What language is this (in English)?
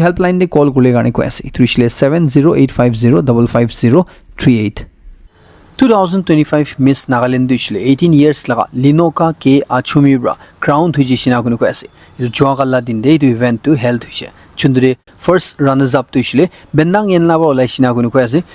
Naga Pidgin